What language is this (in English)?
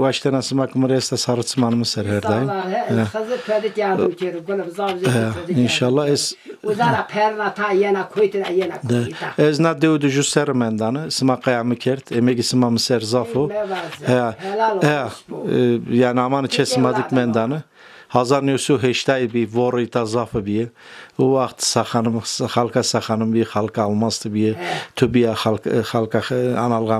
Zaza